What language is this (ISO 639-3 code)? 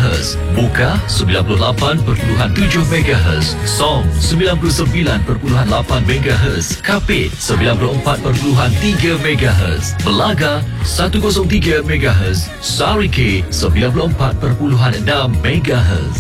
msa